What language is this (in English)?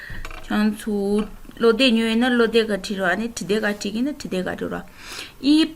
Tibetan